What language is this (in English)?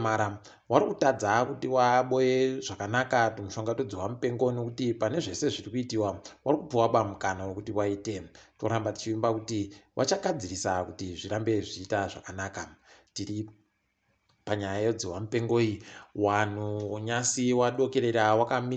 Ndau